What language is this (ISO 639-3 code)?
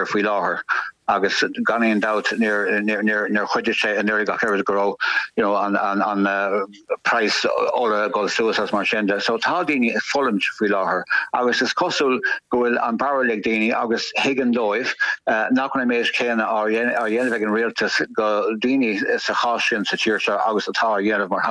gle